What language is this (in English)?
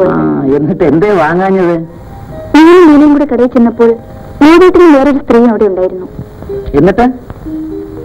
Malayalam